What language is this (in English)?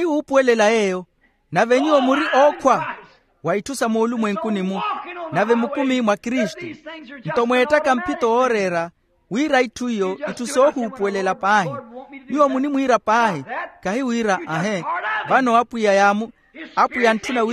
Makhuwa